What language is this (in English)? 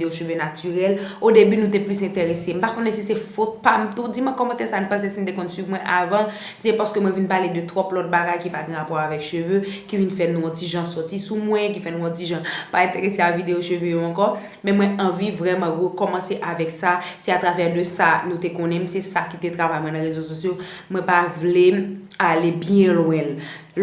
Haitian Creole